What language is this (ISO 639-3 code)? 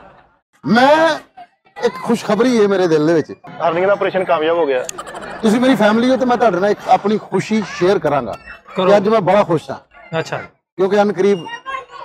pan